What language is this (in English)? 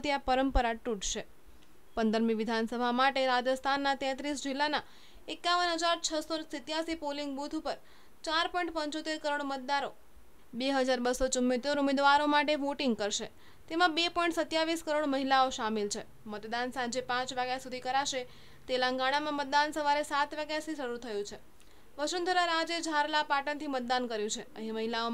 Gujarati